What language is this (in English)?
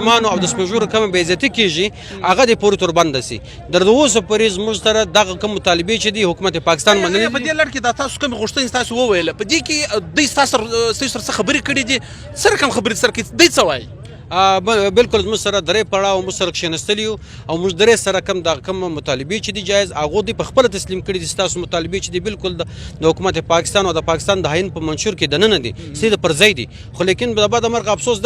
Pashto